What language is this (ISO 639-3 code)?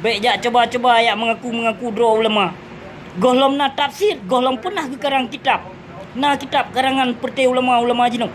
ace